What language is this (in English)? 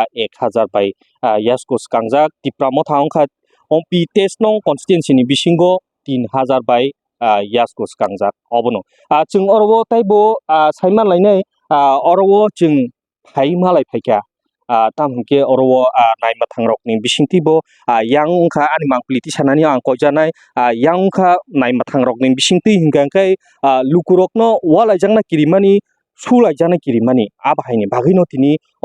Kok Borok